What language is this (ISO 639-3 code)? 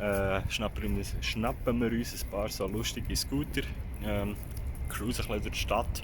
gsw